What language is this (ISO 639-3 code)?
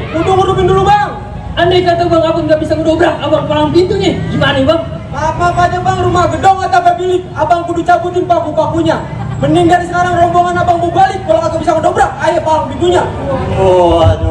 bew